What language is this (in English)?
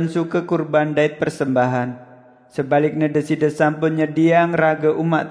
Sasak